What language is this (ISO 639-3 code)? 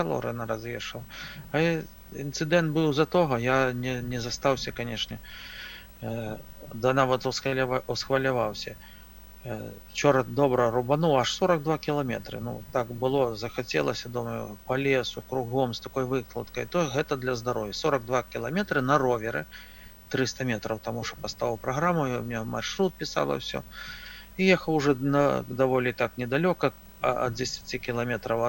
bel